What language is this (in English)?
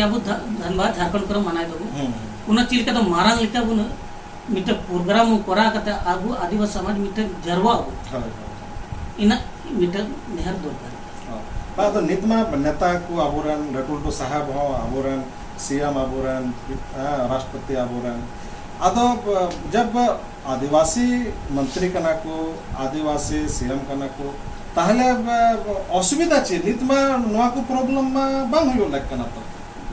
Santali